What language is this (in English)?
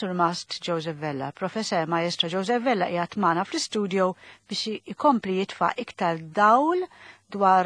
Maltese